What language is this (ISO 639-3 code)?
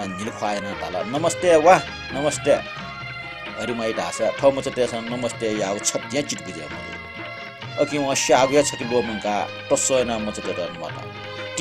new